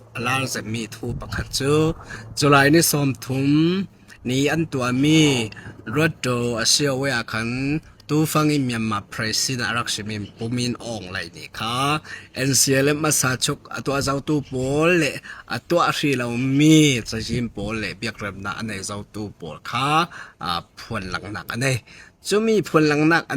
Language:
Falam Chin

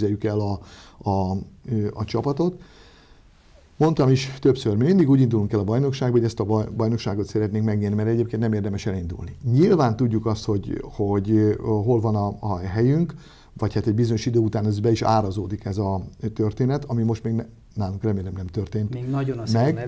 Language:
Hungarian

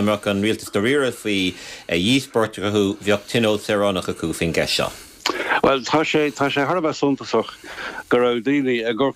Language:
Irish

